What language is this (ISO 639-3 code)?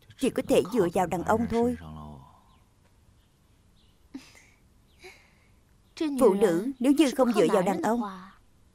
vie